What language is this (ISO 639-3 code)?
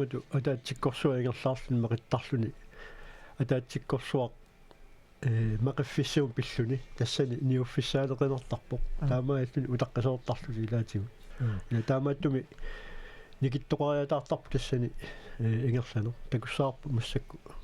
kal